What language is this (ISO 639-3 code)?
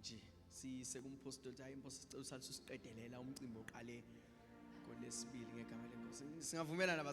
zul